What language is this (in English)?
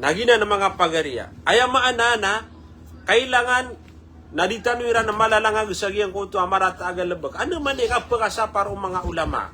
Maranao